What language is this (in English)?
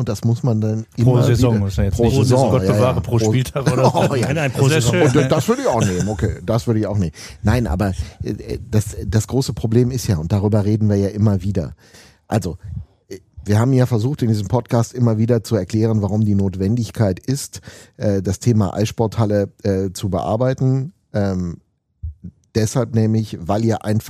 German